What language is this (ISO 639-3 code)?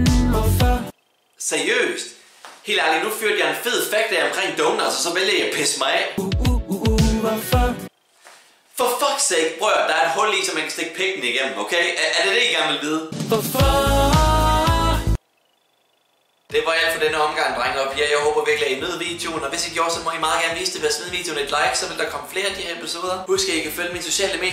dan